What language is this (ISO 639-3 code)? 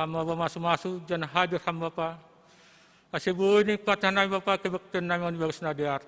bts